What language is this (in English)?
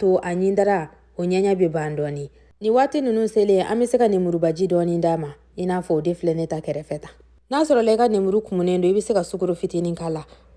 Bambara